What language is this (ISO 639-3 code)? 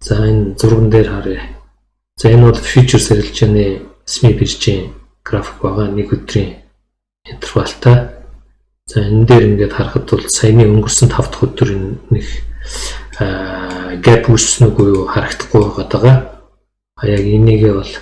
mon